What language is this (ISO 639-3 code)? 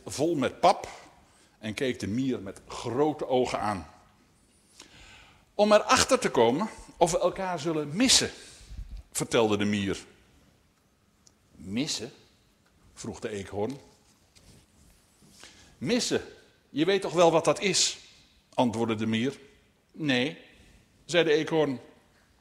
nld